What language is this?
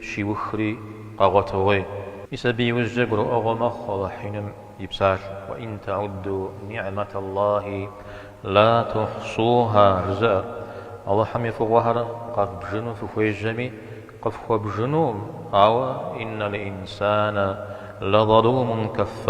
Kabardian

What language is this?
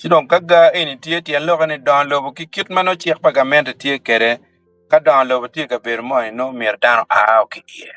Acoli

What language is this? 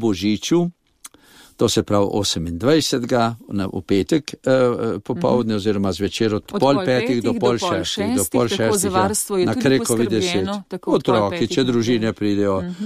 Slovenian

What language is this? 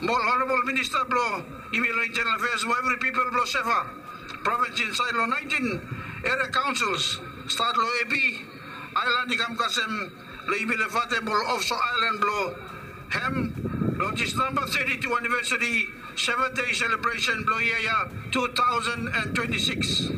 Bislama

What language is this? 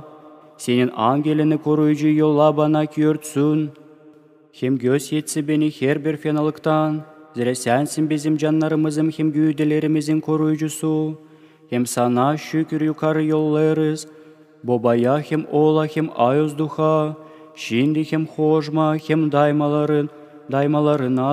Gagauz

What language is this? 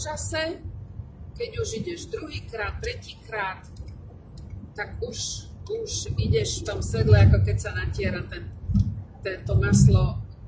Slovak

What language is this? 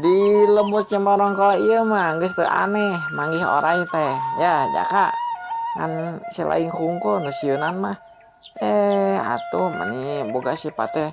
Sundanese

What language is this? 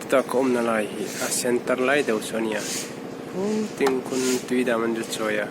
Hmar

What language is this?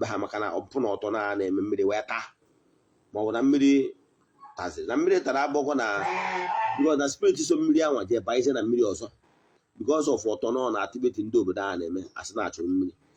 Igbo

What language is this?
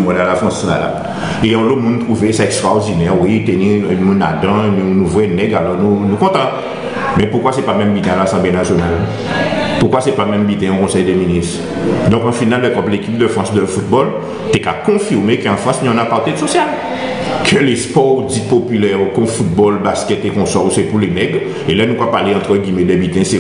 Guadeloupean Creole French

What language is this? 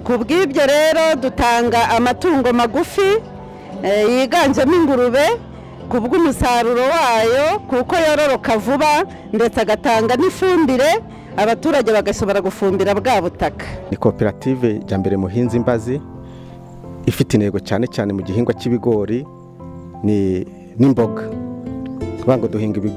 Kinyarwanda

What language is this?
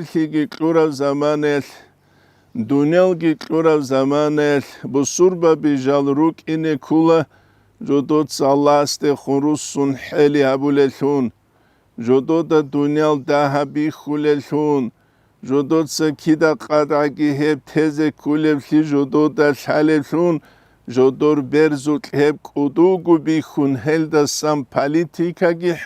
Avaric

